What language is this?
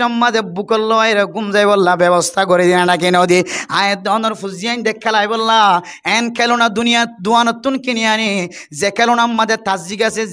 Rohingya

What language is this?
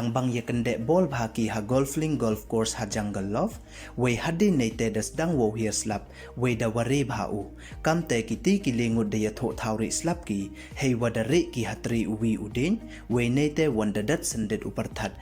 Pnar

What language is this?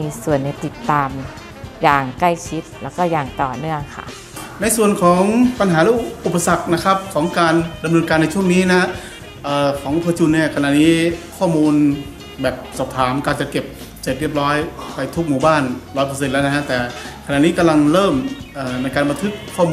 Thai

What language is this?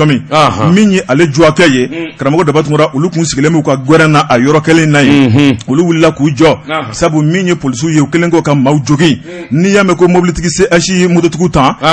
Bambara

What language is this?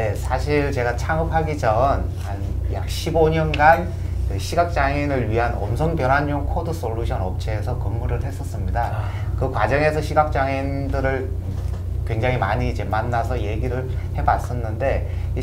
Korean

